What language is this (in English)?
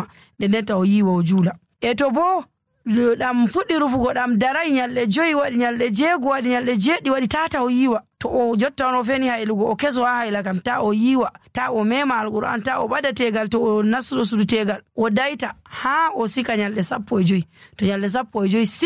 Nigerian Fulfulde